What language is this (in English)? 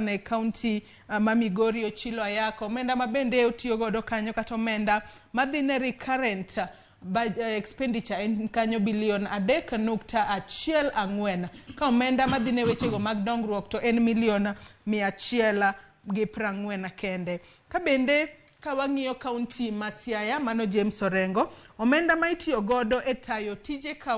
Luo (Kenya and Tanzania)